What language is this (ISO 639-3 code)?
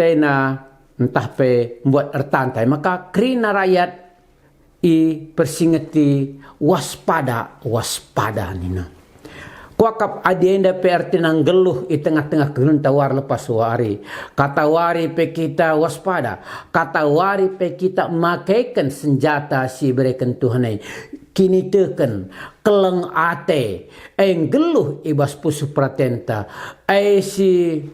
btx